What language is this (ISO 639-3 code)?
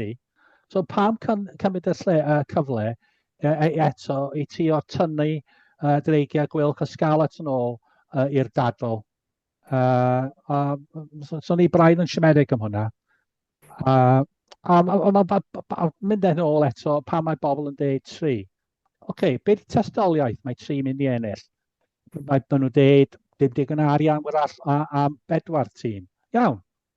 cym